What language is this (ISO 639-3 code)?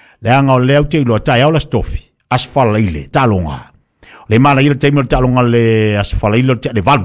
smo